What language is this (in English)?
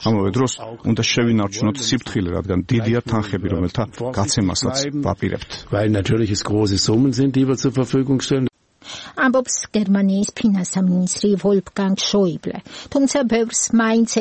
Georgian